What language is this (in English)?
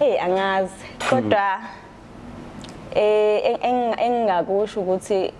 Zulu